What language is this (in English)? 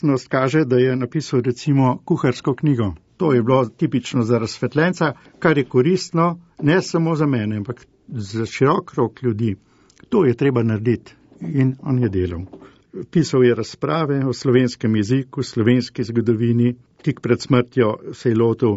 Slovenian